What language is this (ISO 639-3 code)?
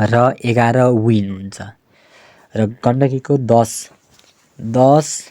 nep